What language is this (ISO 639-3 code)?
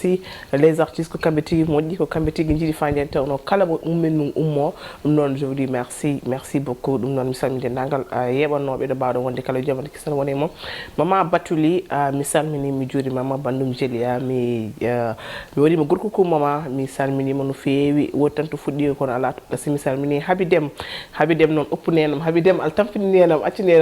ful